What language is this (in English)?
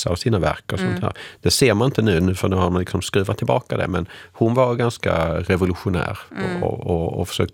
Swedish